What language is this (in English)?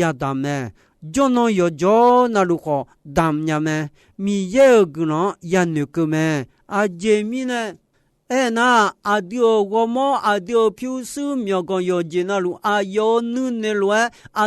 Akha